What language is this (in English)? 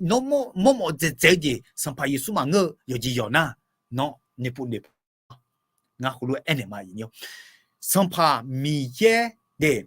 Akha